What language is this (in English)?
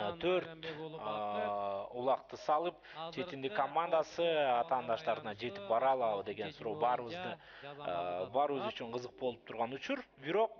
Kyrgyz